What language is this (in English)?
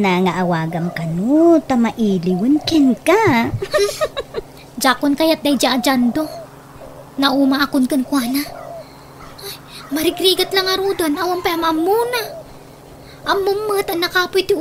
Iloko